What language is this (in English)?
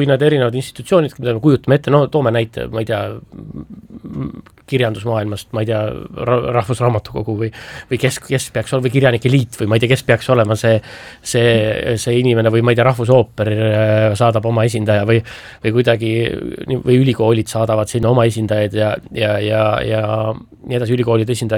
Estonian